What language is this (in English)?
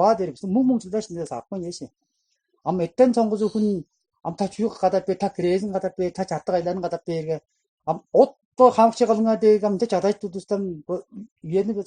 Tuvinian